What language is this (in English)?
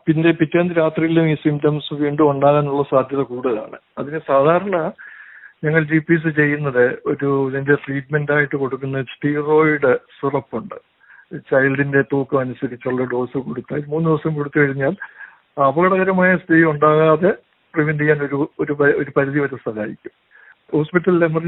Malayalam